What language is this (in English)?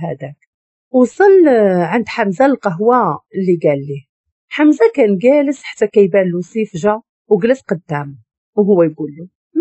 Moroccan Arabic